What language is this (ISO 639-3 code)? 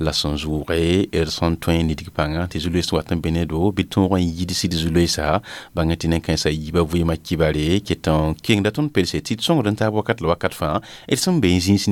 mos